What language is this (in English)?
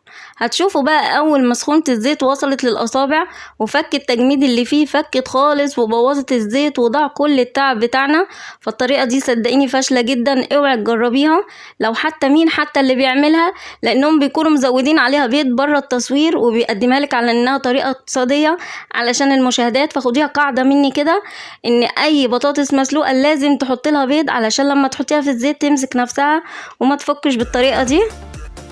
Egyptian Arabic